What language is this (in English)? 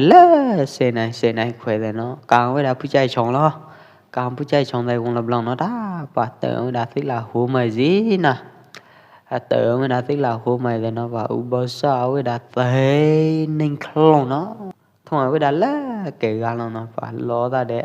Pwo Eastern Karen